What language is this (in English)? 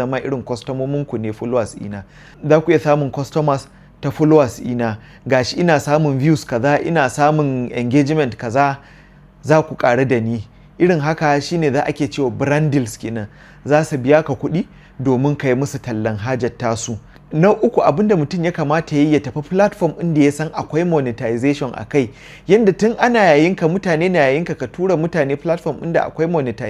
Hausa